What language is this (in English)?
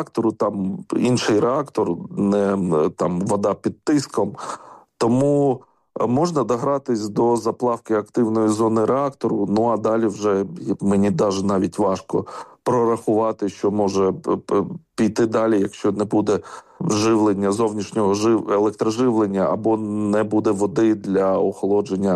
Ukrainian